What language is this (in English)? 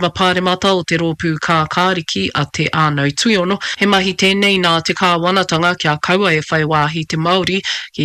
Māori